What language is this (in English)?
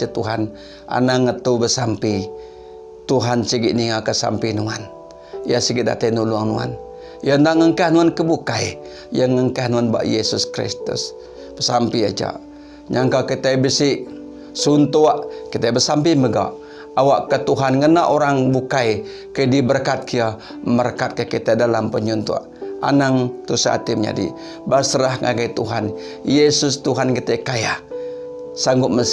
Iban